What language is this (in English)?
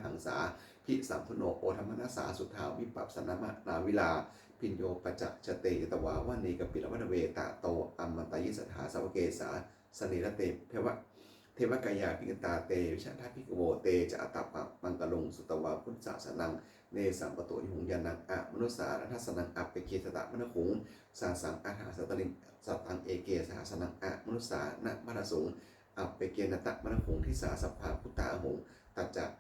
Pali